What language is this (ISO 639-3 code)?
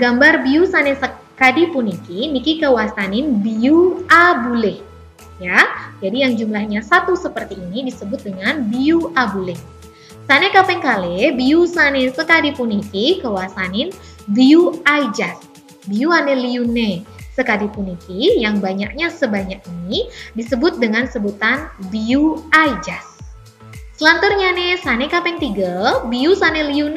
ban